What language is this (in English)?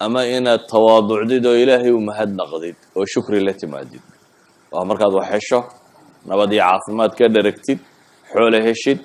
Somali